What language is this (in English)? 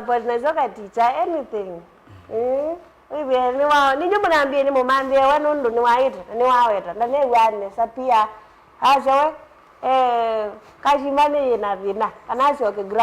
Kamba